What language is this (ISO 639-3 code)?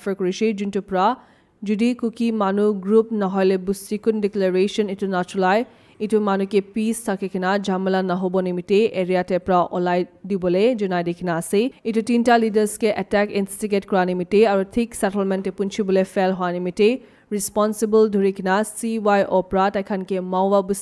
nag